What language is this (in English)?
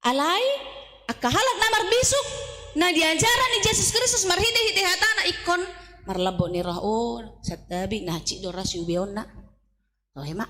Batak Toba